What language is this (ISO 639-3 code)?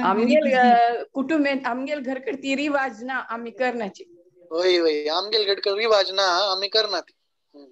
kok